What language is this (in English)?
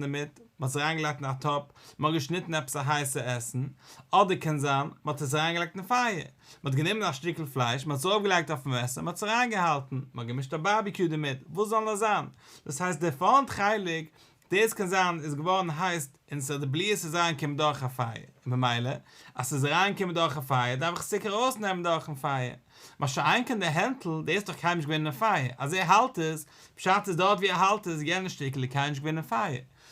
Yiddish